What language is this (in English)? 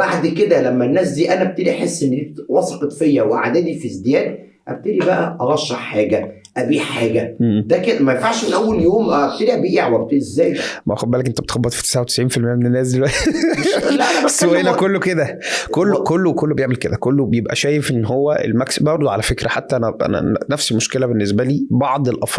Egyptian Arabic